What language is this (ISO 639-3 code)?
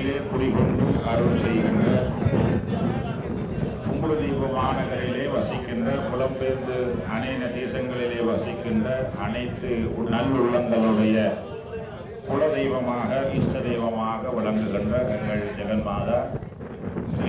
tam